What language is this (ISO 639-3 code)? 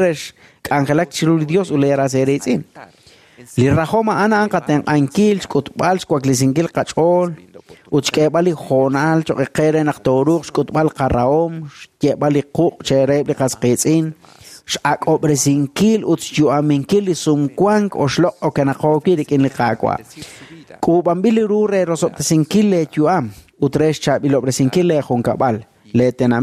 kek